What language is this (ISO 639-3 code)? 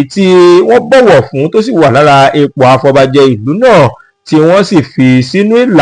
yor